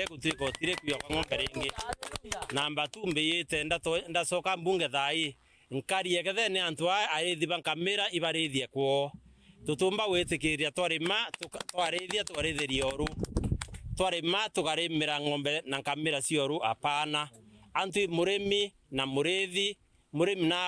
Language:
Meru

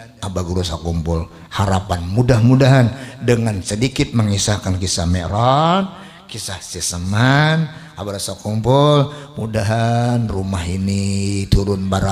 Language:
Banjar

